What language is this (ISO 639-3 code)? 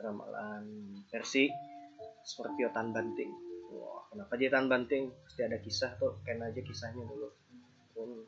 bjn